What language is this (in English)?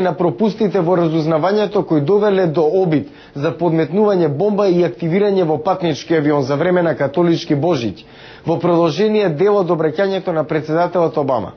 Macedonian